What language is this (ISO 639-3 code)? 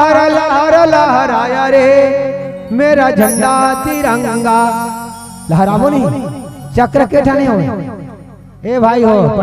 hne